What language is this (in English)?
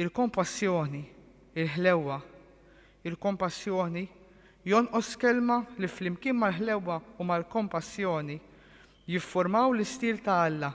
Maltese